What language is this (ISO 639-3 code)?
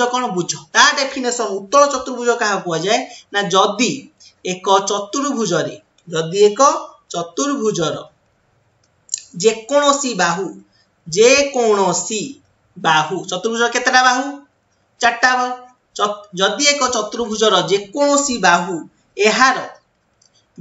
ori